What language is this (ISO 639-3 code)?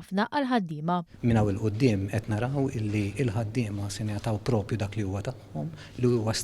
mlt